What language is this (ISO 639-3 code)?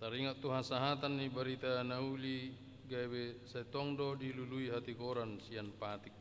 bbc